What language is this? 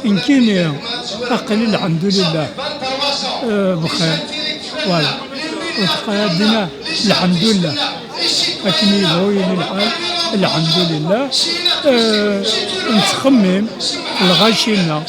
Kabyle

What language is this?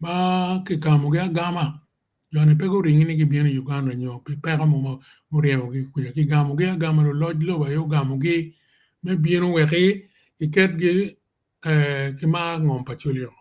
Acoli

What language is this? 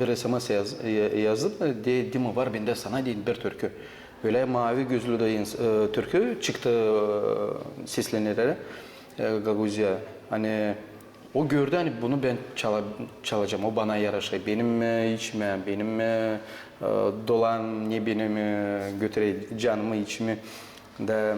Gagauz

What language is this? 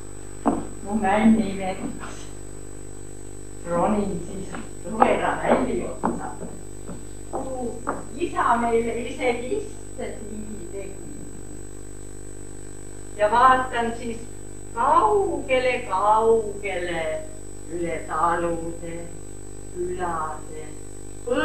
Estonian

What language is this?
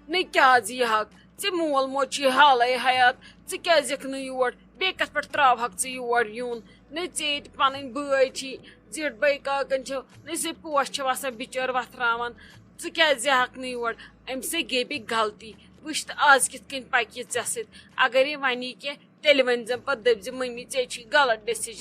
Kashmiri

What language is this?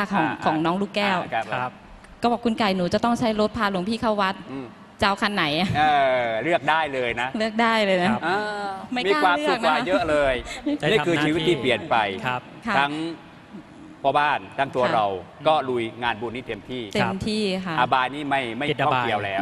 Thai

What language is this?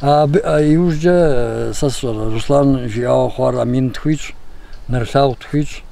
Kabardian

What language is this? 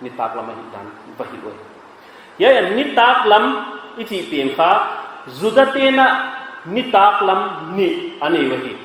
Paite Chin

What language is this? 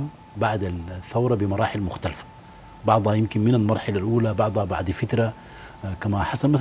Sudanese Arabic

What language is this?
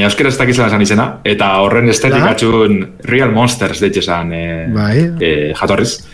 Basque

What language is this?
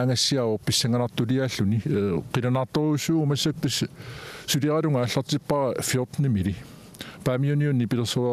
Kalaallisut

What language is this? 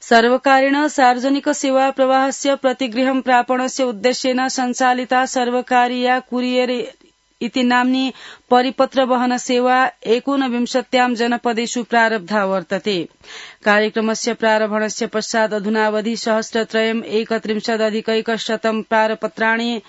Sanskrit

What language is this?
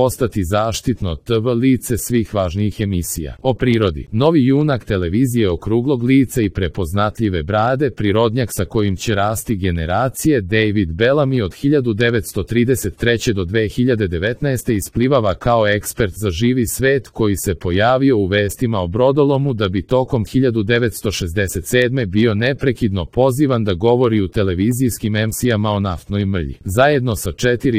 Serbian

